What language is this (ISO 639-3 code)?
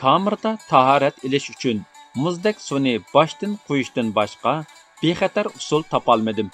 uig